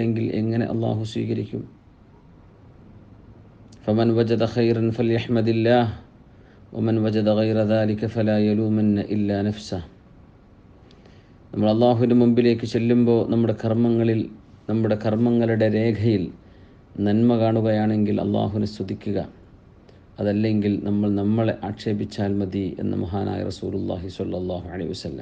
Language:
Malayalam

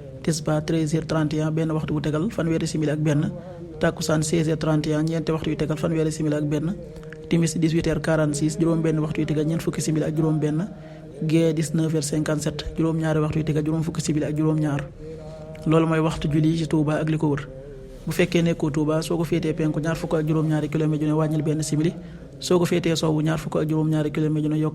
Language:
Wolof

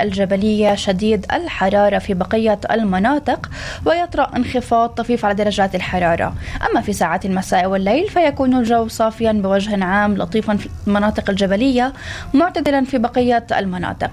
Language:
North Levantine Arabic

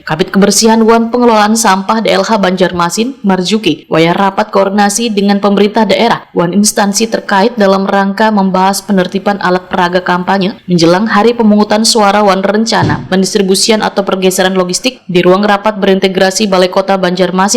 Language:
Banjar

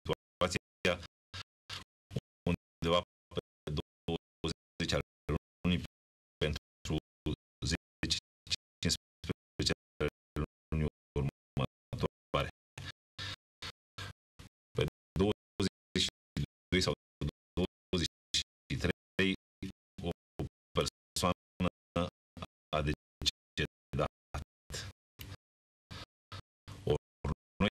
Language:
Romanian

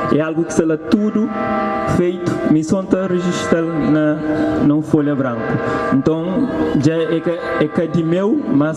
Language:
Kabuverdianu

